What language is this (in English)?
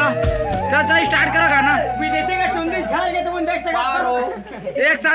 Chhattisgarhi